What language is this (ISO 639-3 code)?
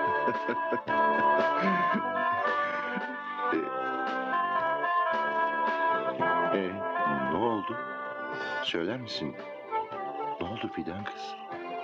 tur